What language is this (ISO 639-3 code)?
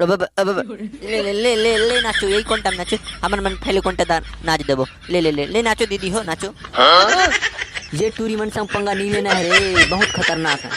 hne